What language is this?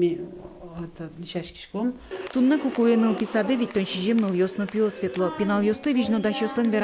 Udmurt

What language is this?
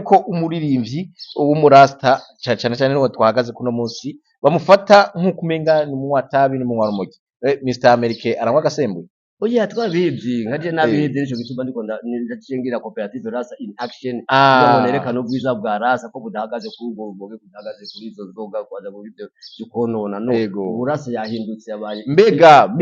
Rundi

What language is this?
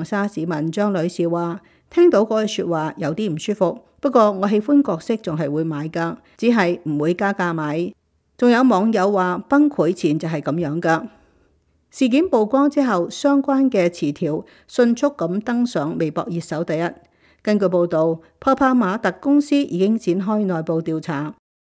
Cantonese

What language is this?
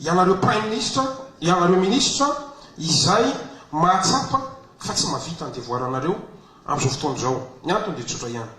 Malagasy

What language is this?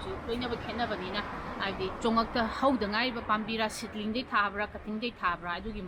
Manipuri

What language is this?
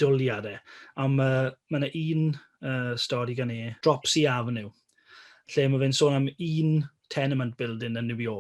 Welsh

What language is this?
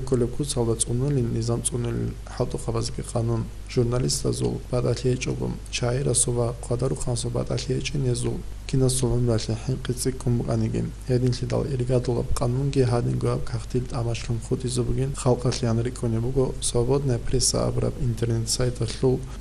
Avaric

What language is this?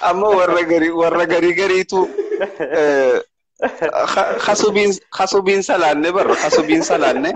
Oromo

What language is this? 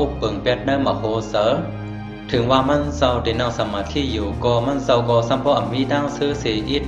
Shan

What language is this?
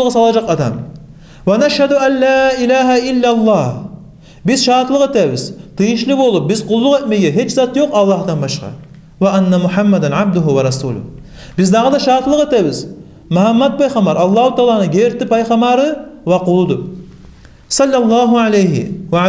Kumyk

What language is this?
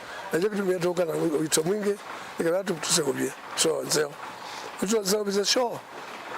Kamba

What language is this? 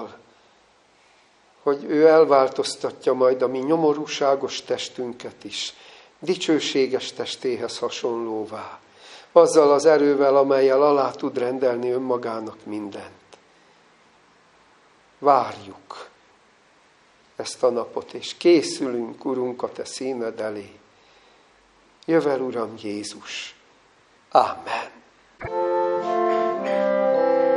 Hungarian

